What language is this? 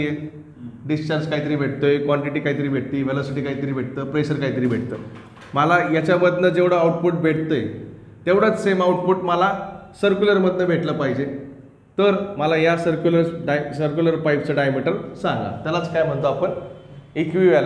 Marathi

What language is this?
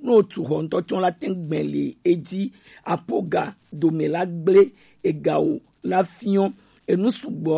Gen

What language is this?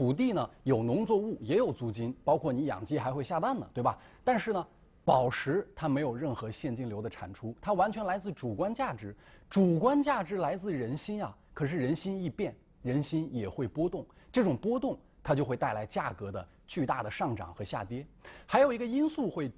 Chinese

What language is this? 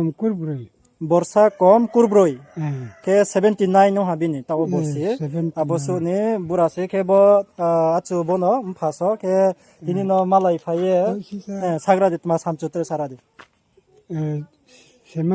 Riang (India)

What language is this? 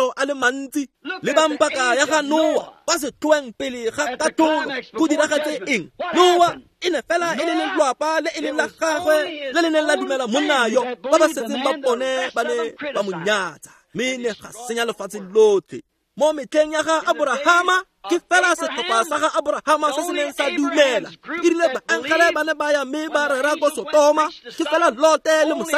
Tswana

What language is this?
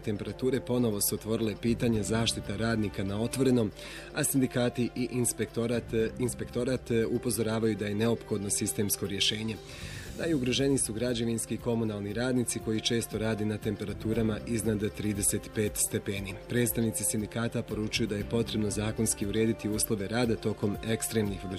Bosnian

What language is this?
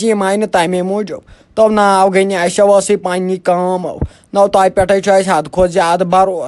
Kashmiri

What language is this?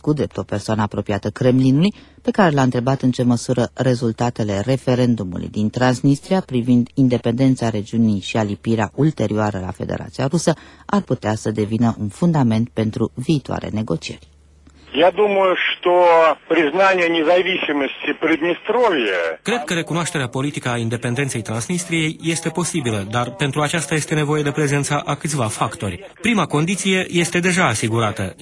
Romanian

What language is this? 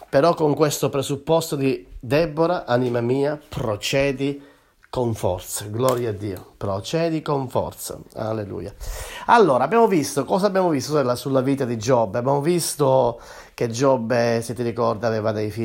Italian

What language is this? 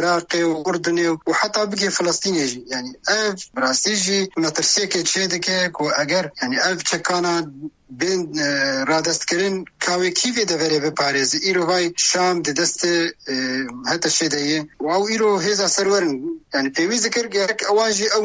Kurdish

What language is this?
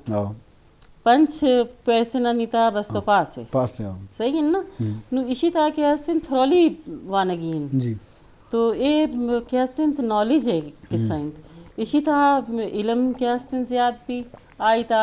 Eastern Balochi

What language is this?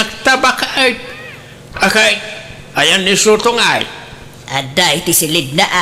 Iloko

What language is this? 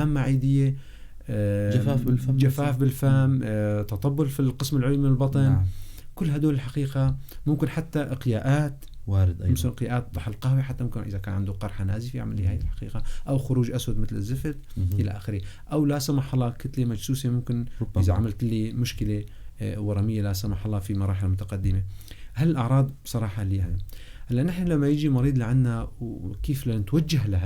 North Levantine Arabic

